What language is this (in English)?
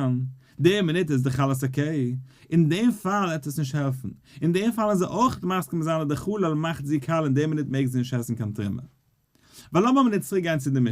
Yiddish